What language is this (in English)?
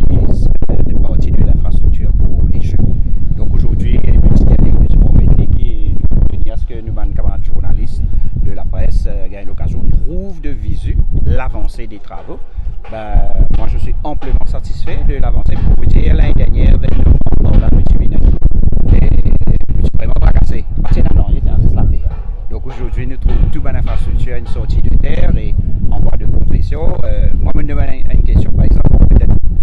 Morisyen